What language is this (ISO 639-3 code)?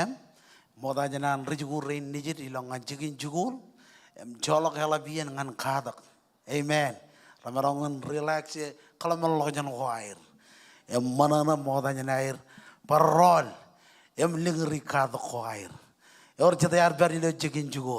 mah